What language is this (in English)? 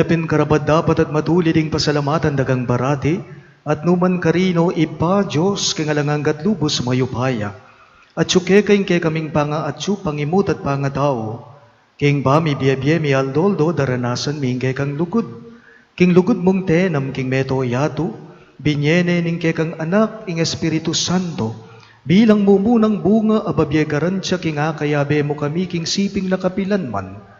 Pampanga